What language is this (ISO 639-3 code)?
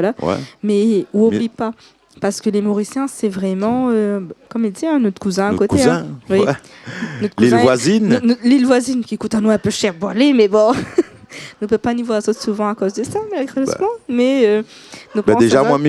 rcf